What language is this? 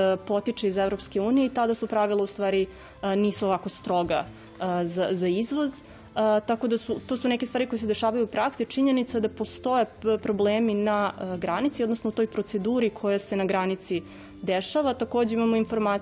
Serbian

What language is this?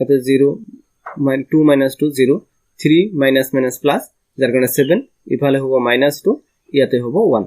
Assamese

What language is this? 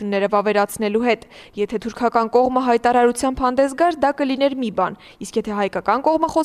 Armenian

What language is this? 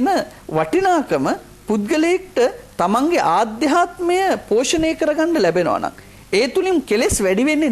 Sinhala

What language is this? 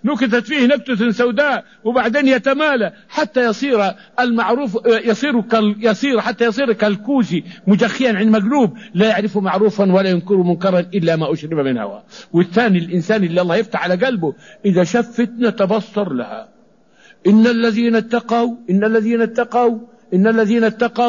Arabic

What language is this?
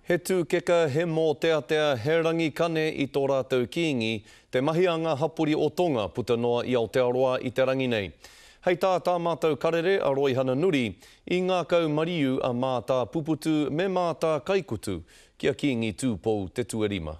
Māori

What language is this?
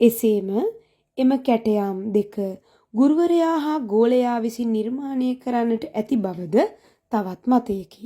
Sinhala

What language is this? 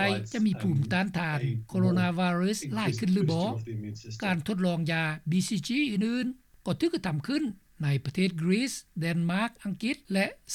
Lao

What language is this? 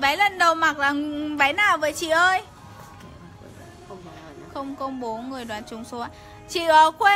Vietnamese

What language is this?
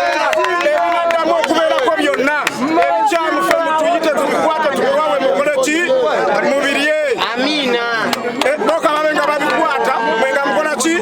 Ganda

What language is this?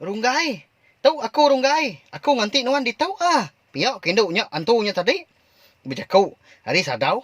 Iban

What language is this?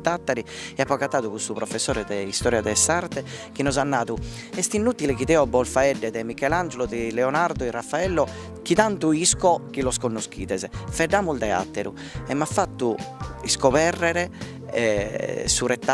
Sardinian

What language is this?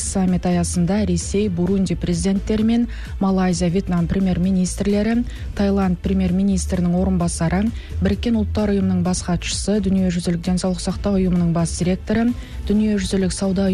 Kazakh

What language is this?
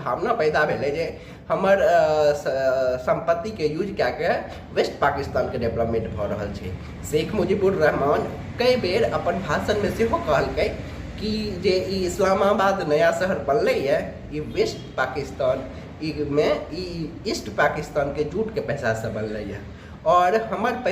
Maithili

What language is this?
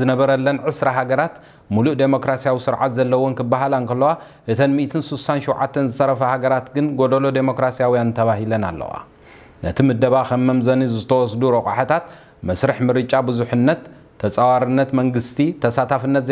Tigrinya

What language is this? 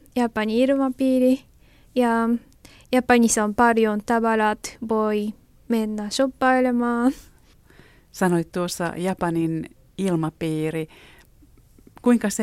Finnish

